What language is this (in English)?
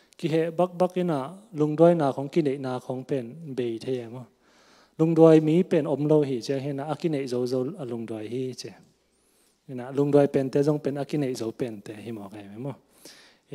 Tedim Chin